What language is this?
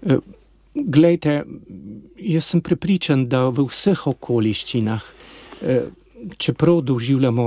Slovenian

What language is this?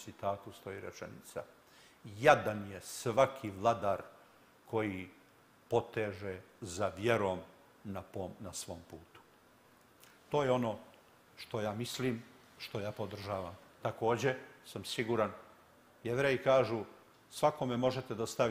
Serbian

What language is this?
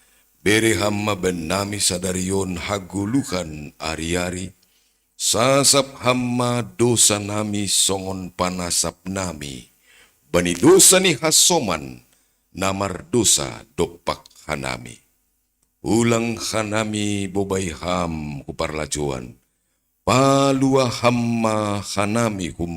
Batak Simalungun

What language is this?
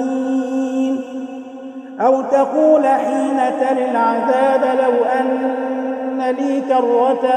Arabic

